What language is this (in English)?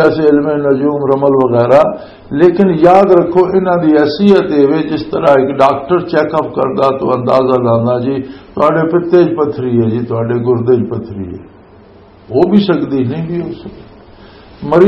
Western Panjabi